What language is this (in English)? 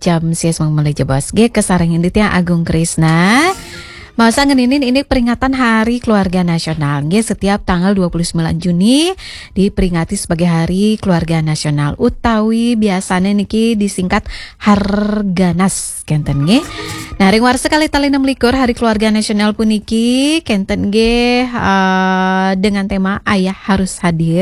Balinese